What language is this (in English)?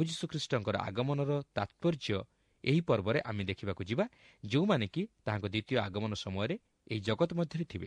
Odia